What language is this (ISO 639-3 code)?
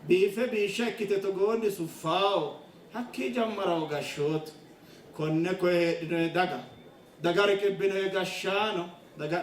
sid